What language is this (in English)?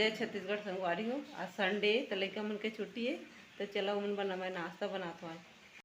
Chhattisgarhi